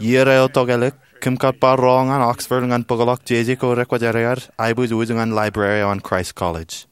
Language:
Marshallese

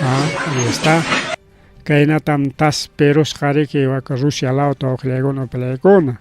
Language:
Ayacucho Quechua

